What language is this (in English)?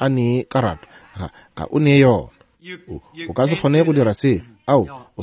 Northern Sotho